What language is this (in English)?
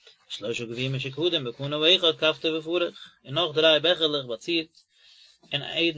Yiddish